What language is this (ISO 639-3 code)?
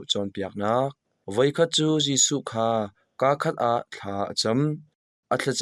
cnh